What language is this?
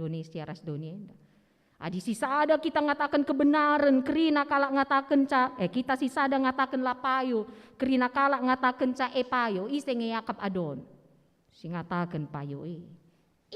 Batak Karo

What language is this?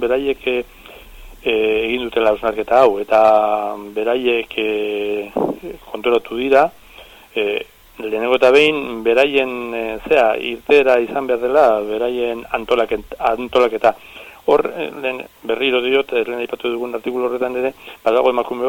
Basque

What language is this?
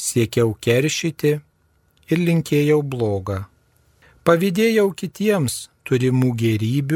Lithuanian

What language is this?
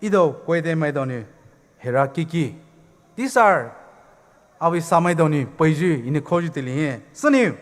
Poumei Naga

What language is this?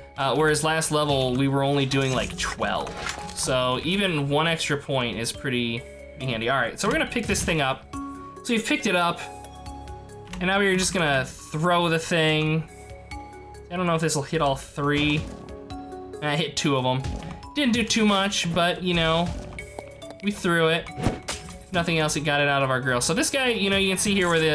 English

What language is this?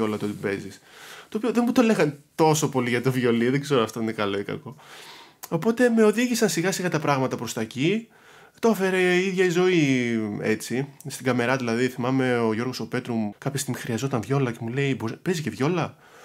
Greek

